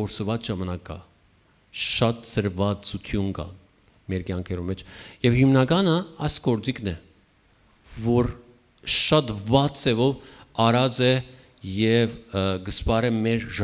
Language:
Western Armenian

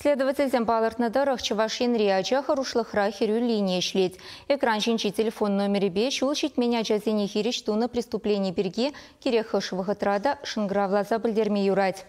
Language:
Chuvash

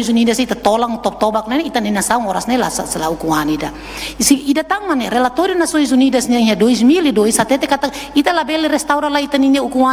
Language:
Tetum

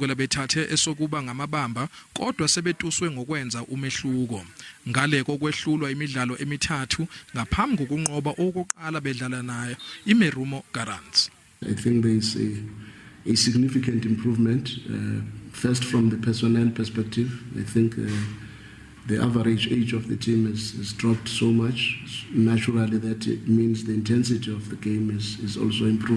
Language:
Zulu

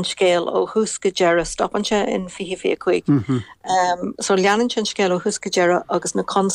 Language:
Irish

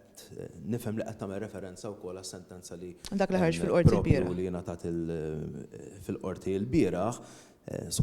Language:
Maltese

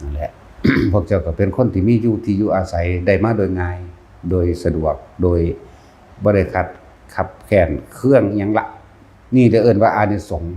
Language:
Northeastern Thai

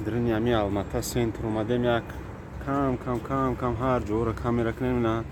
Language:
Tajik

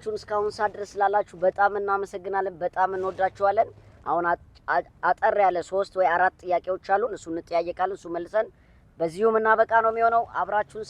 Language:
Amharic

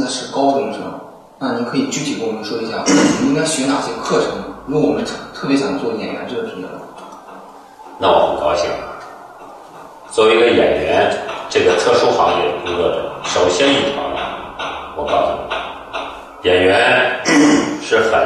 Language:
Chinese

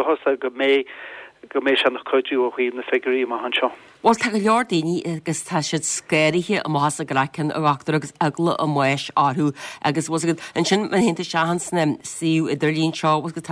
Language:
Irish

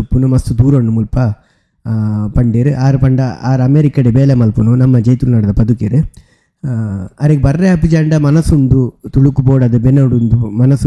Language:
Tulu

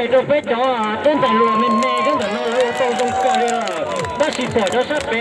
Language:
Hmong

